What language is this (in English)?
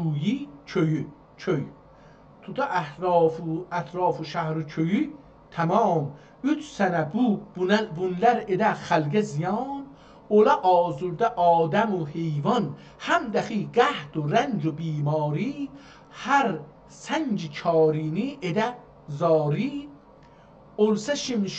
South Azerbaijani